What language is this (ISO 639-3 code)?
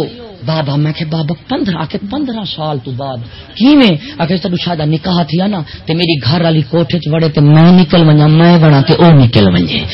skr